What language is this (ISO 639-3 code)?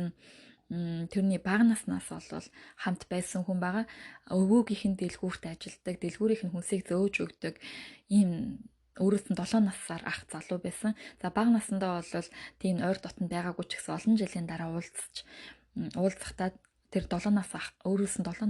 mon